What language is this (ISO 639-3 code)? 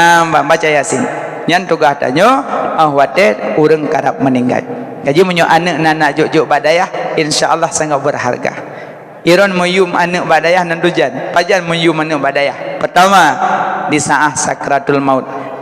ace